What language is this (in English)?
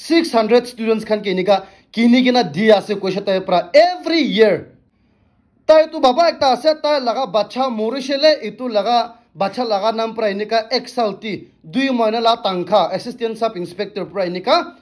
Naga Pidgin